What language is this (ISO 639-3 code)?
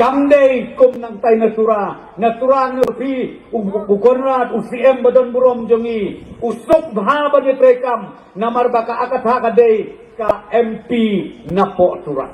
kha